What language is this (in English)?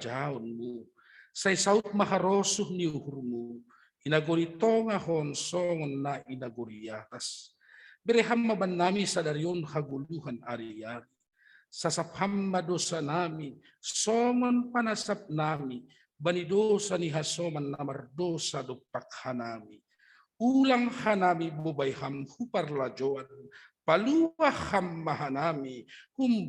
Batak Simalungun